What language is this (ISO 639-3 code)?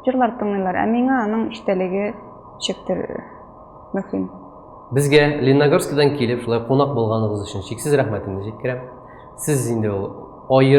tat